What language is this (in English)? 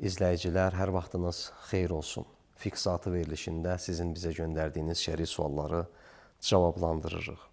Azerbaijani